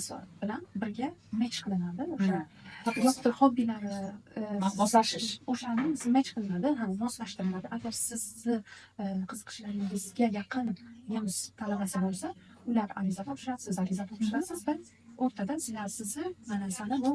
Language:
Uzbek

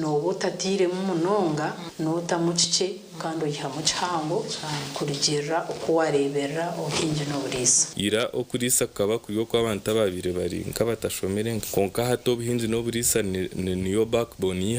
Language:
Nyankole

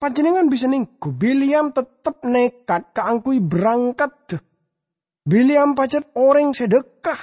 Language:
Madurese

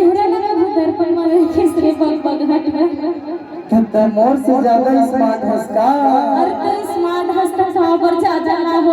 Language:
Chhattisgarhi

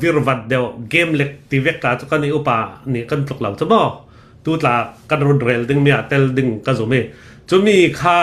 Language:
Hakha Chin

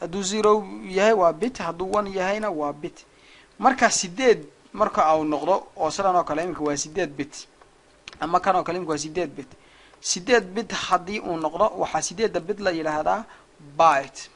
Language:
Somali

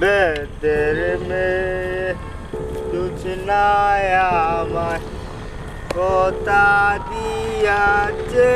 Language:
Sylheti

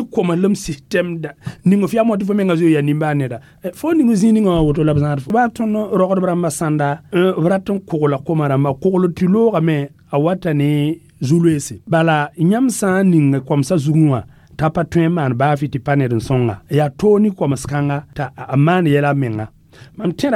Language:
Mossi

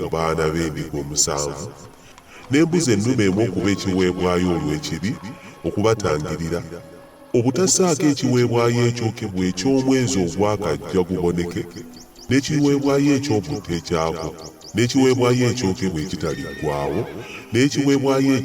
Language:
Ganda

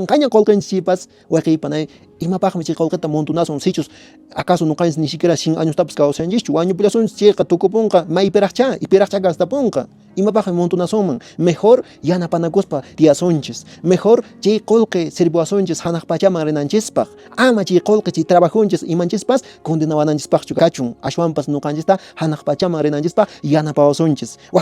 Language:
Quechua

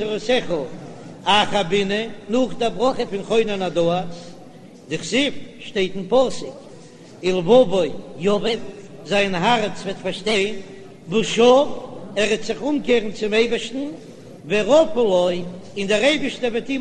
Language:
Yiddish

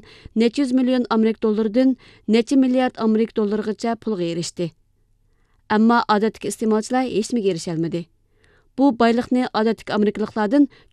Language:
Uyghur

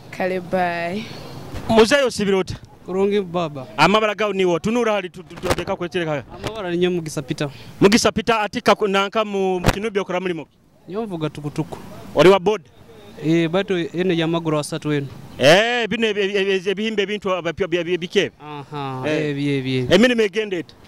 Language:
Nyoro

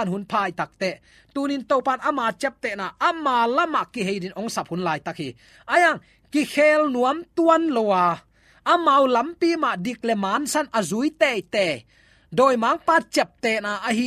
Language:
Tedim Chin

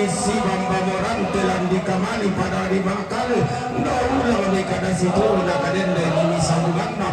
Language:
Toraja-Sa'dan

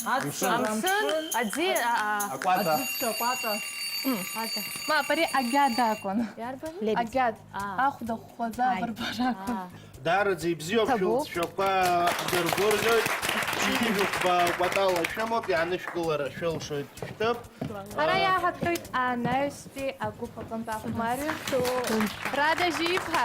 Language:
Abkhazian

